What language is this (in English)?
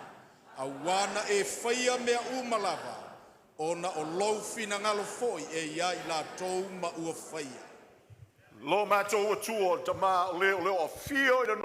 Samoan